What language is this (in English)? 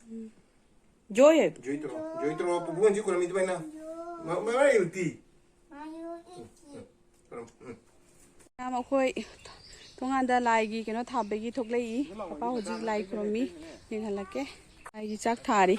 Manipuri